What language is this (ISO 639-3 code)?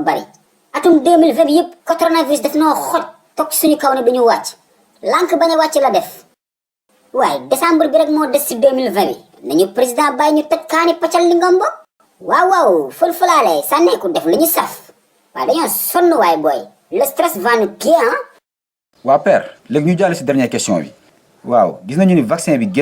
wol